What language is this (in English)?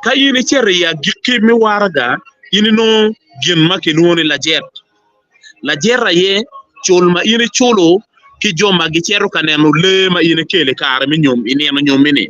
Acoli